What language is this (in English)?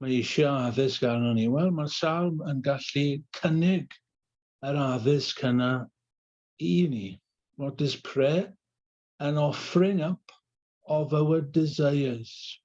Welsh